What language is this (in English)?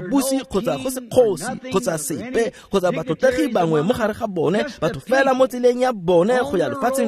Tswana